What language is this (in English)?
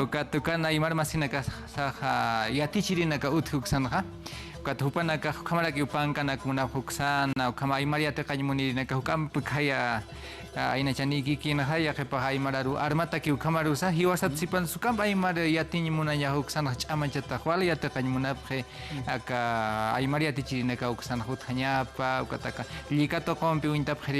Aymara